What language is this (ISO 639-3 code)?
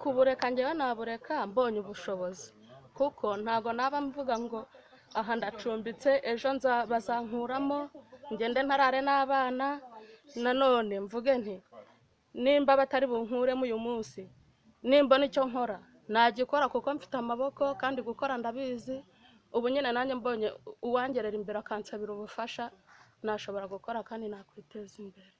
kin